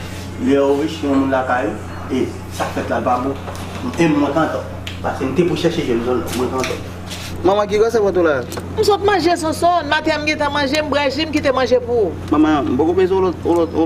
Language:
Haitian Creole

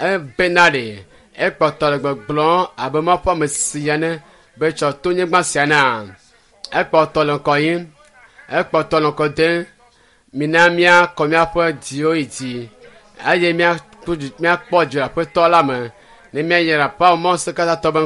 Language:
Ewe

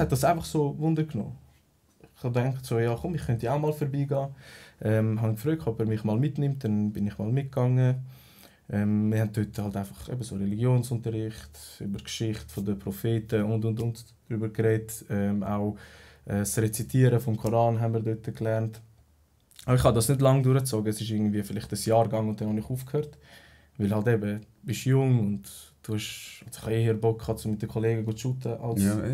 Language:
Swiss German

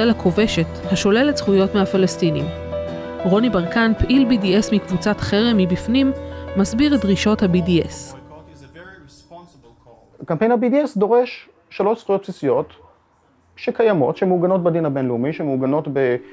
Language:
Hebrew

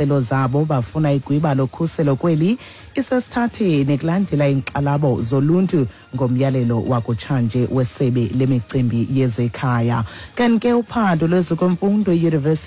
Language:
Xhosa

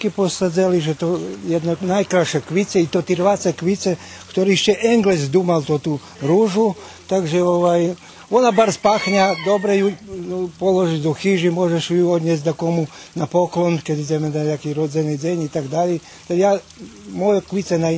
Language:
Rusyn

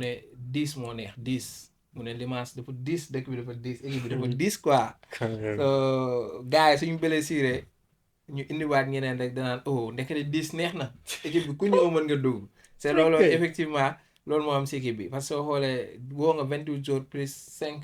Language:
Wolof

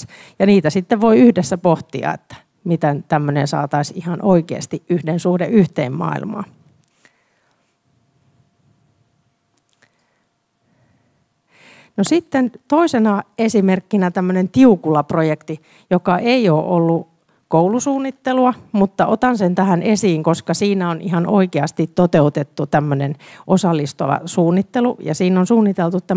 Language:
Finnish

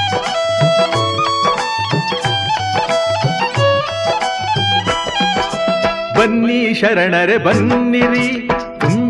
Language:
Kannada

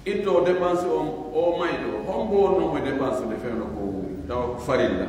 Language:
Pular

